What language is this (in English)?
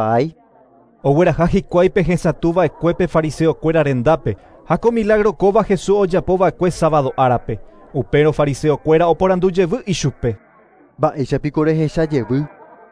Guarani